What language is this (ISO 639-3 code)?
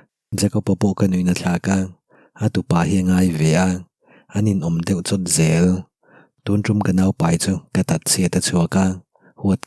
lus